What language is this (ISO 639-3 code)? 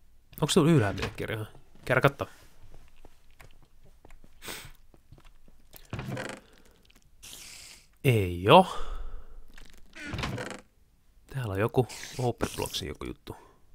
fin